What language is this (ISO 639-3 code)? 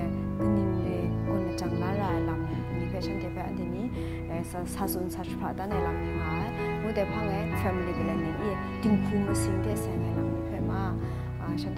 kac